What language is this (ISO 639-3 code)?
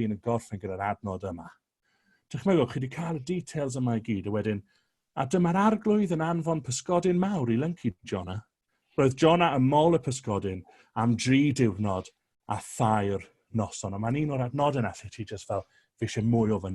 cym